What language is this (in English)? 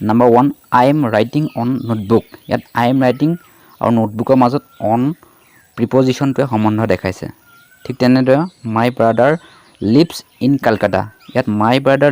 Assamese